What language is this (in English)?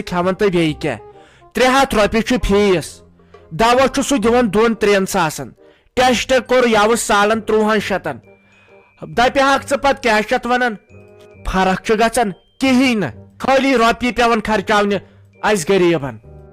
Kashmiri